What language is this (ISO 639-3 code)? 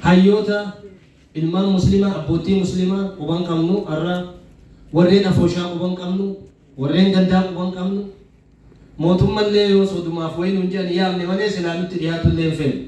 orm